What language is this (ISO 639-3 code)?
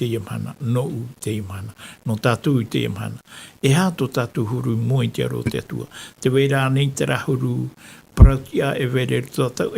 tah